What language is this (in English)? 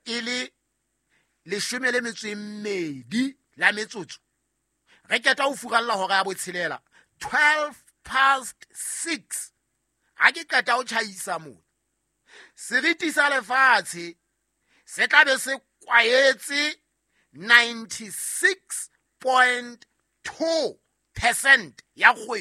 Southern Sotho